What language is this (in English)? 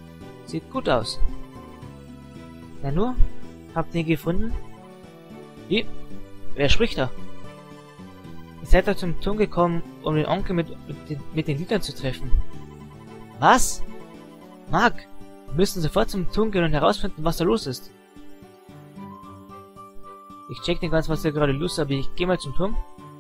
German